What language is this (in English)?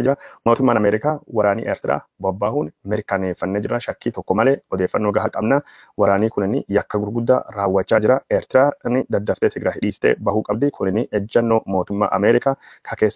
Oromo